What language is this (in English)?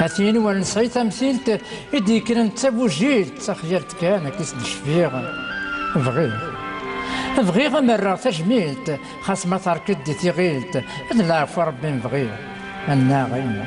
Kabyle